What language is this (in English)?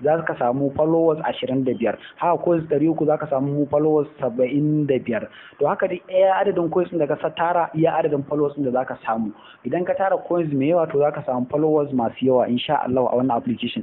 Hausa